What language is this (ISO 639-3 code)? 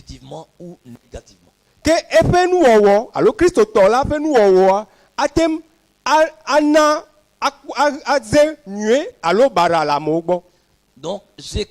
ewe